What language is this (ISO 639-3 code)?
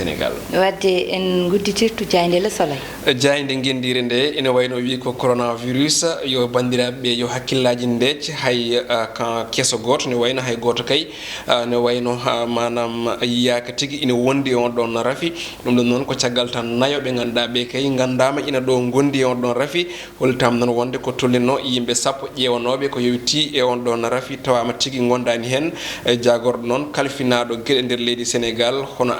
ful